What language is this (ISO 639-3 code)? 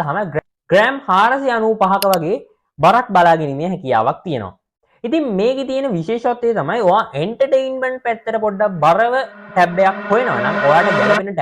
sin